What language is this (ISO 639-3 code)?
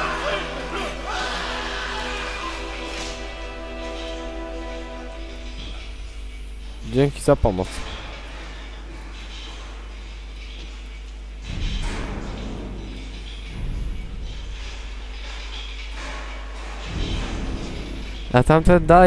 pol